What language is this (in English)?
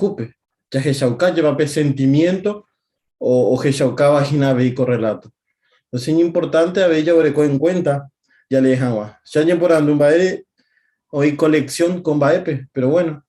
Guarani